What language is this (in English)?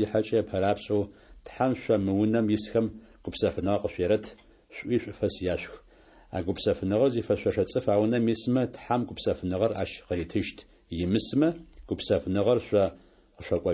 Adyghe